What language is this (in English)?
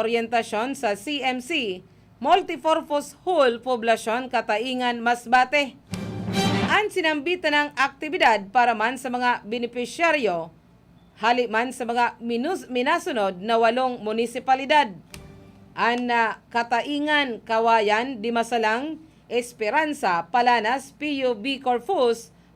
Bikol